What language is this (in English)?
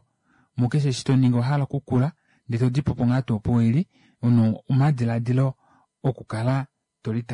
Kuanyama